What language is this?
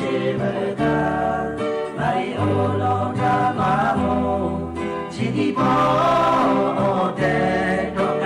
Lahu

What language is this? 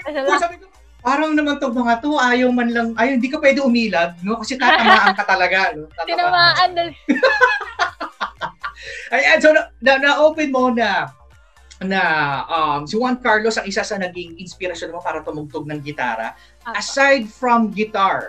Filipino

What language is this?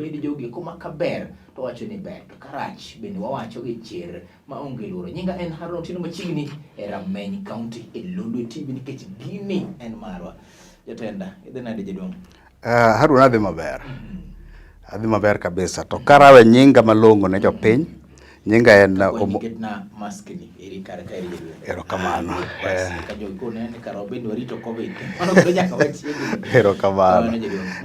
Luo (Kenya and Tanzania)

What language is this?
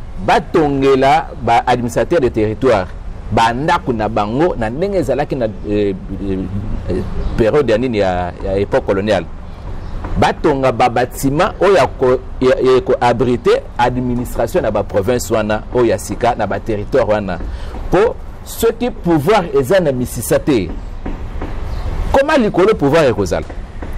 Lingala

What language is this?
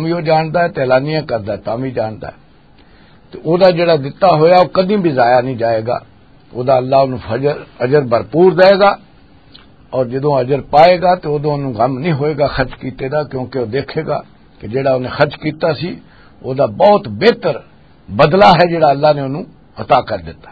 Western Panjabi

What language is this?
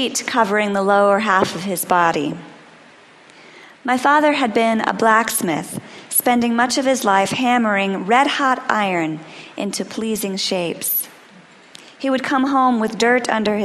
English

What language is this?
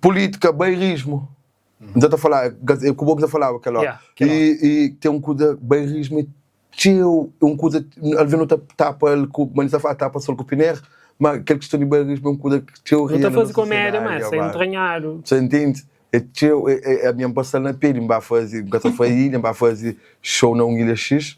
Kabuverdianu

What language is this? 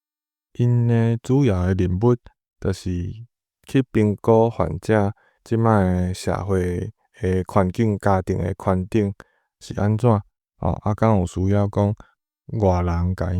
Min Nan Chinese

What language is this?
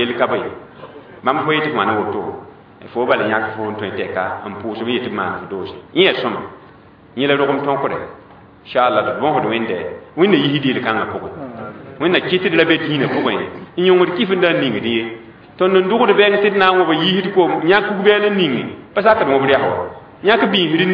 Mossi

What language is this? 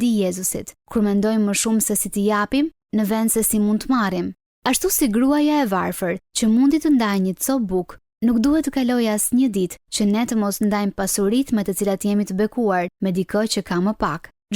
Albanian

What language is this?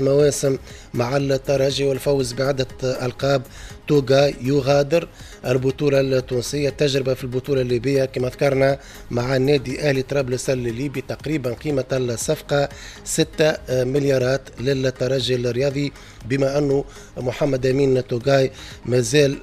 Tunisian Arabic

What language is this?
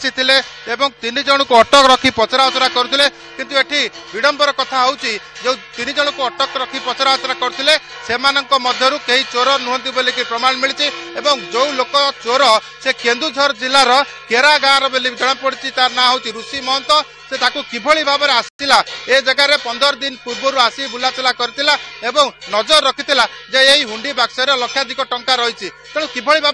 Odia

